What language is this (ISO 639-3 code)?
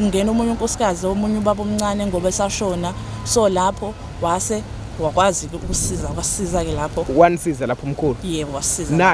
zul